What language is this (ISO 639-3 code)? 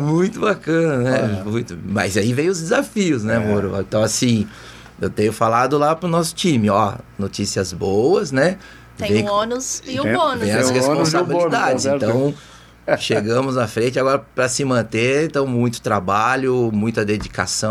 por